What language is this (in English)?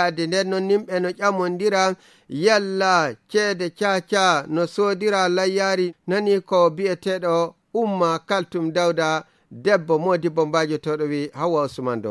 Fula